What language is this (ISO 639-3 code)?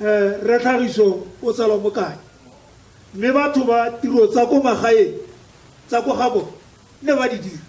tsn